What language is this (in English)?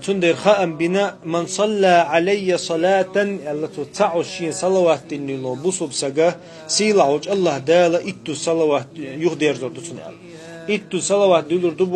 Chechen